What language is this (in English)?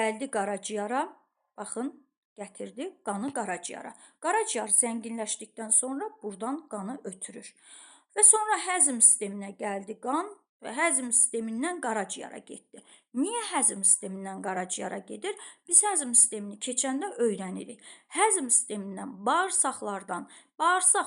Azerbaijani